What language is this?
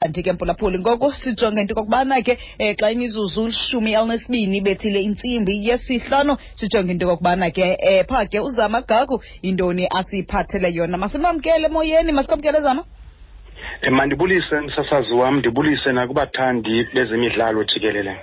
Xhosa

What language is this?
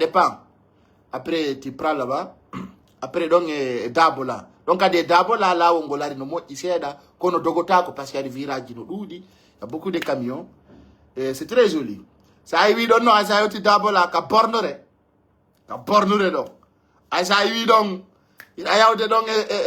Pular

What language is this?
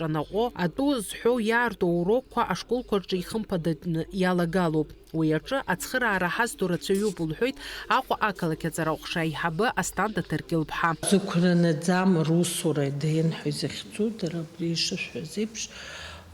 Abkhazian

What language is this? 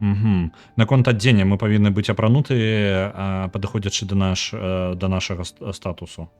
Belarusian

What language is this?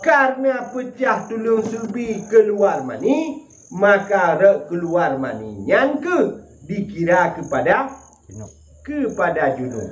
Achinese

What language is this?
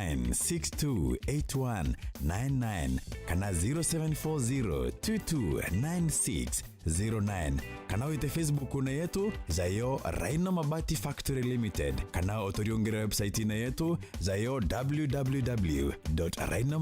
Meru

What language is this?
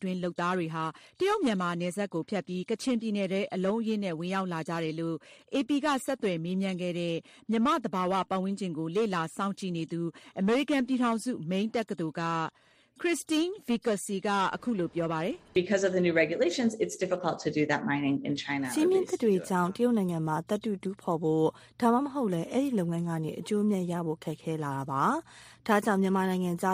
Burmese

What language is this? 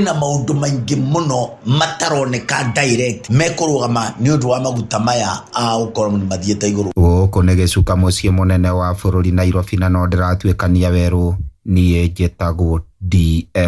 Kikuyu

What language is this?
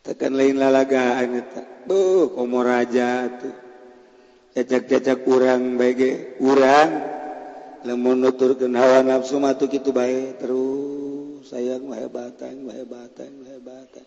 Sundanese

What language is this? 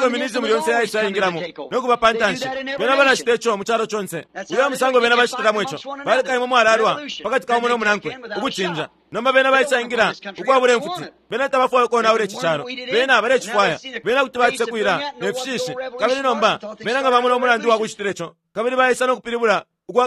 Bemba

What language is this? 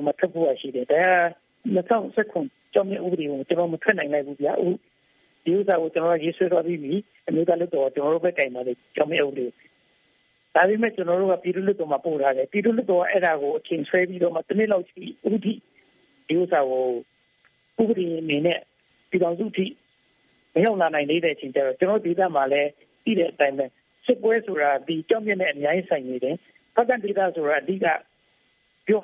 Burmese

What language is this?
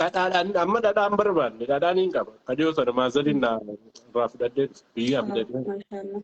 Oromo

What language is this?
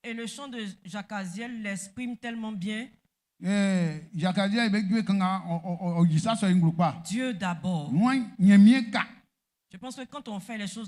Baoulé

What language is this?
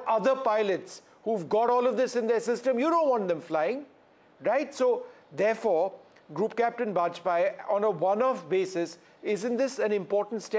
English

